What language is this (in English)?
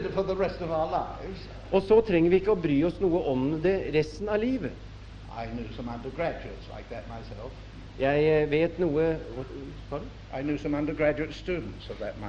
Norwegian